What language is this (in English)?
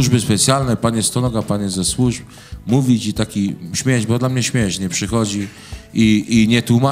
Polish